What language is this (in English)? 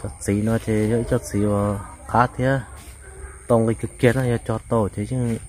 Hmong